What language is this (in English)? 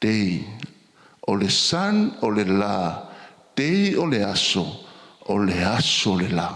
Samoan